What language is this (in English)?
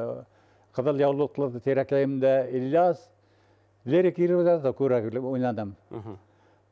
Bashkir